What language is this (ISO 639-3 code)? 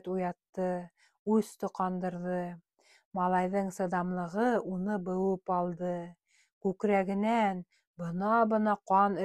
bak